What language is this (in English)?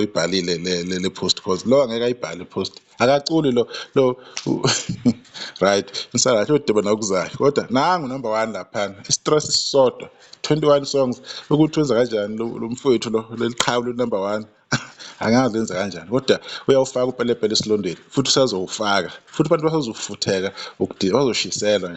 Zulu